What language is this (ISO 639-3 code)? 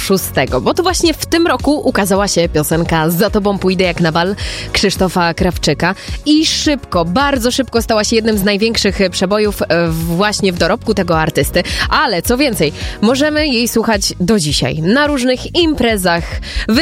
pol